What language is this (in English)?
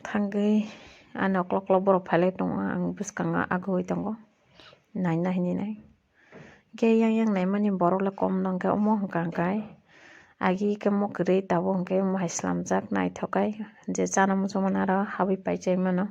Kok Borok